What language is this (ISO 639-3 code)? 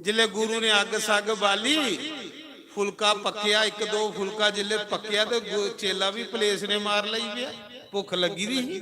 doi